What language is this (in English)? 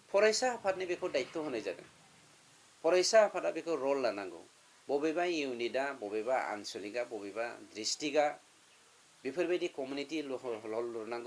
Bodo